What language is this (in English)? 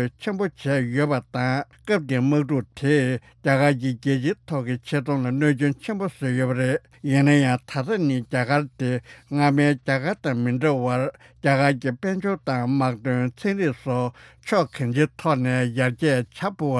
Tibetan